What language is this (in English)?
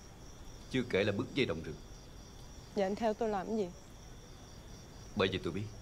Vietnamese